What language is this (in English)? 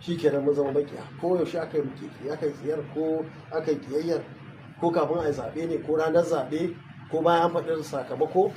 Hausa